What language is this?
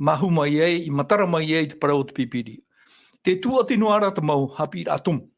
Tahitian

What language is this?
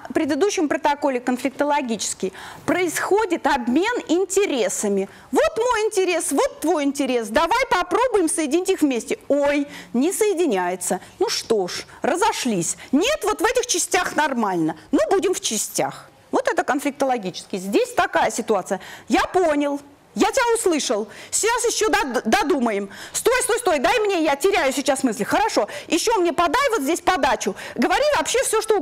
Russian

